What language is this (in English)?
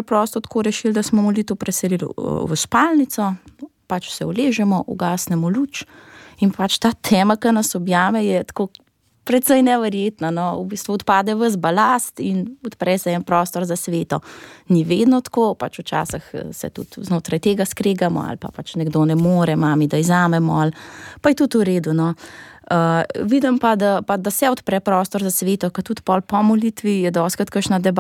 Slovenian